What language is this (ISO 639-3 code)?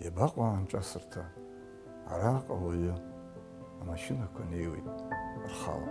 abk